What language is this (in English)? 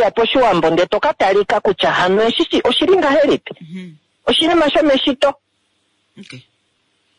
Kuanyama